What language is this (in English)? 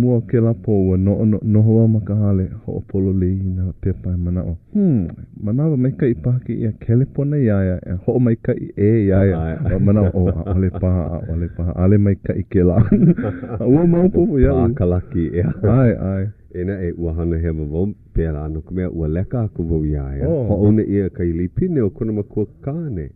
Hawaiian